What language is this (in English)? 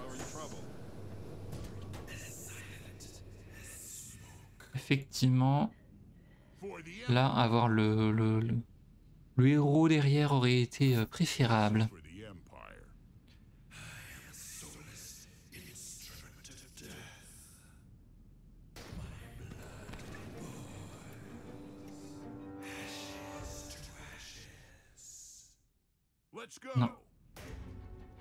French